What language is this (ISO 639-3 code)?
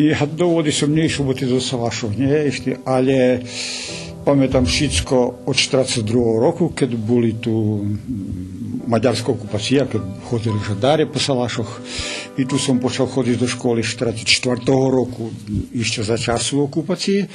rue